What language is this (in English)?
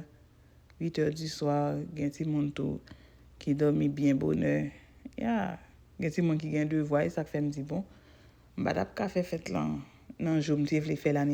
Haitian Creole